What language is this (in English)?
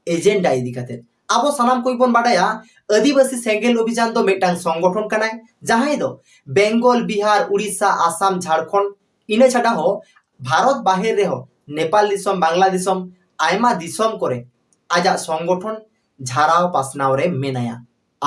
Santali